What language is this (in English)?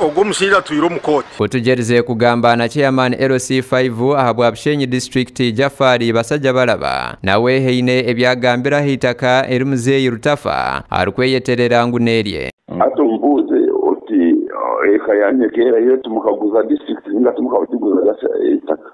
Nyankole